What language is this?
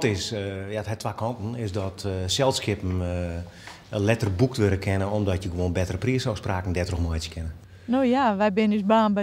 Western Frisian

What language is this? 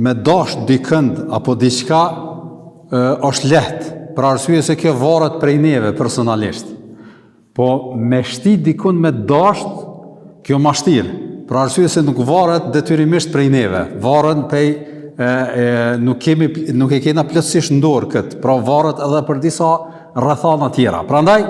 Albanian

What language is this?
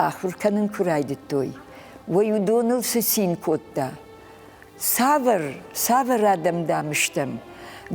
Ossetic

